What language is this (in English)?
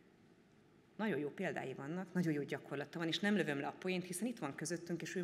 Hungarian